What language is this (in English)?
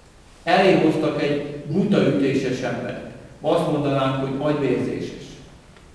Hungarian